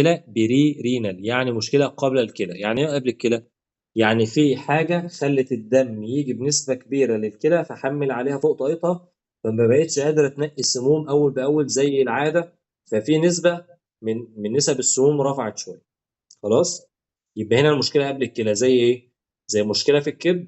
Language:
Egyptian Arabic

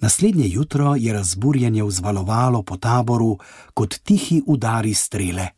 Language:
Slovenian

